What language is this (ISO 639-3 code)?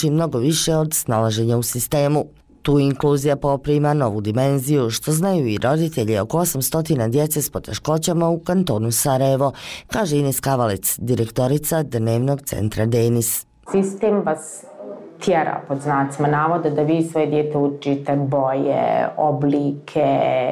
bos